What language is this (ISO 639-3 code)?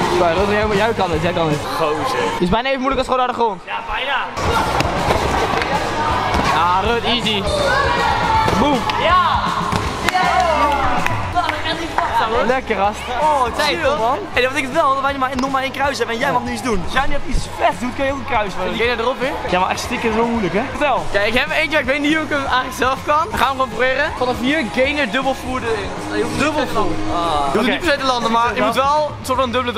nld